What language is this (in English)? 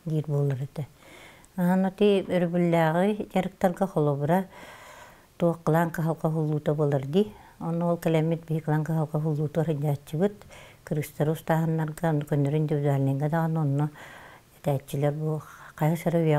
Yakut